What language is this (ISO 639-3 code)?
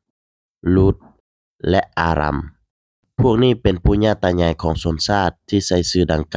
lao